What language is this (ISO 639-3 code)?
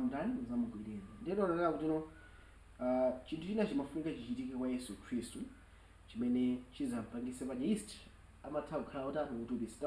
nya